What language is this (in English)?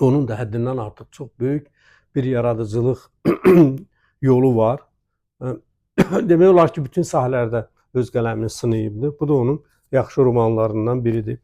Azerbaijani